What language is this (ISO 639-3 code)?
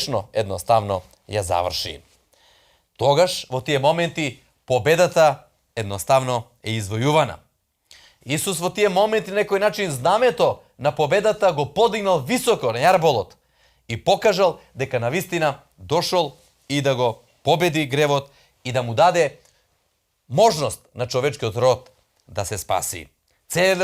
mkd